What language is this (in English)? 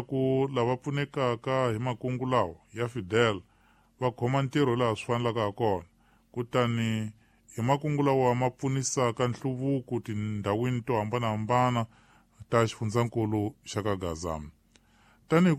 Tsonga